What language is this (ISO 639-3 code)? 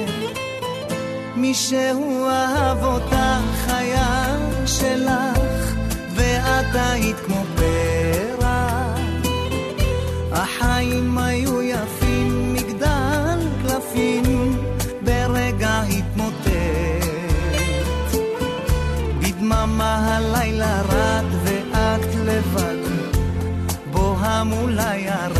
heb